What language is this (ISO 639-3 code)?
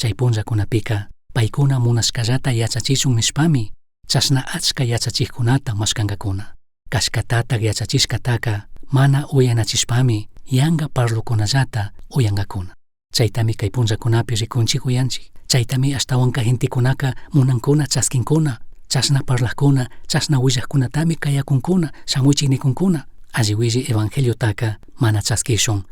qug